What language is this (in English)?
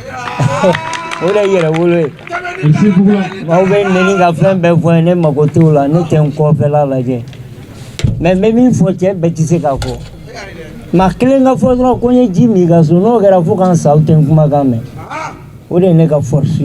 Bambara